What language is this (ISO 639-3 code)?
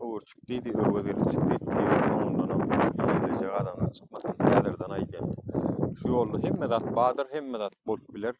tuk